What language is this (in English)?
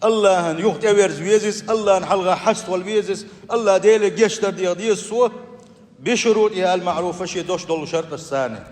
Chechen